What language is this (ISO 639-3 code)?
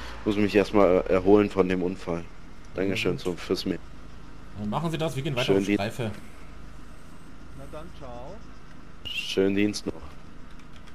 deu